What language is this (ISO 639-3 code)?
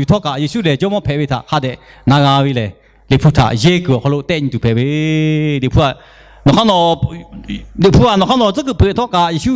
lhu